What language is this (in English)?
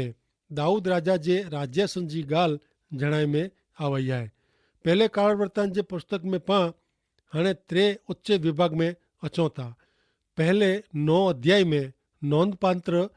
Kachhi